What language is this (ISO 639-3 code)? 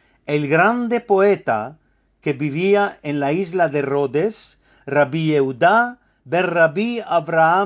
lad